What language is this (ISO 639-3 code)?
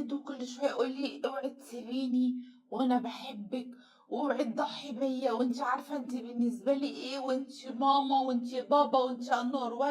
arz